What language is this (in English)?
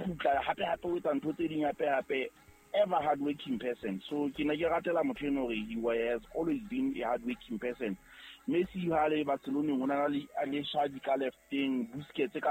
Southern Sotho